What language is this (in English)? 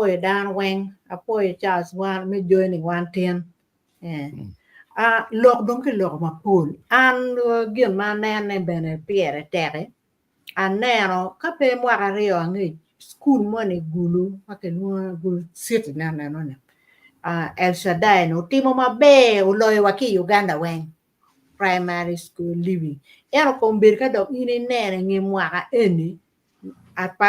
Acoli